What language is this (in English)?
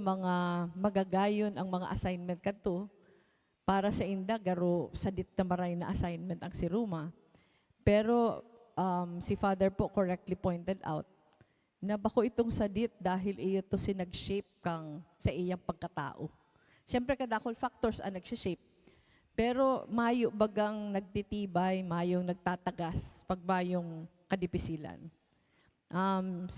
Bikol